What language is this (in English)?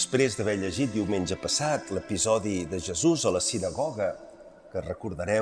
Catalan